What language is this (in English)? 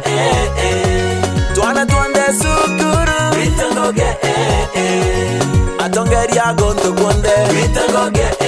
Meru